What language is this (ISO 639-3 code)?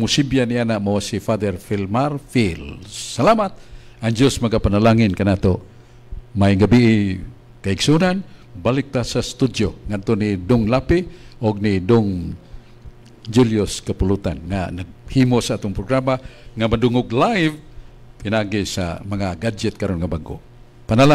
ceb